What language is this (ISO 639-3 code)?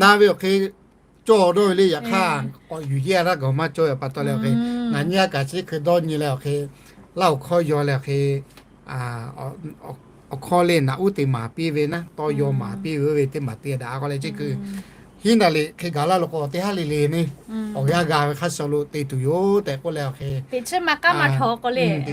lhu